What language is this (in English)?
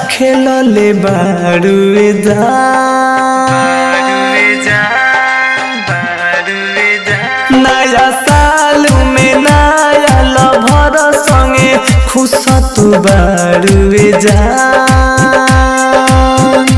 Bhojpuri